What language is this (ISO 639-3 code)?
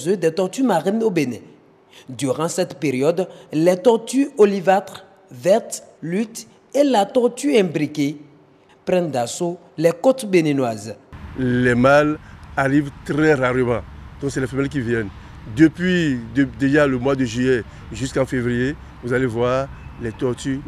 fra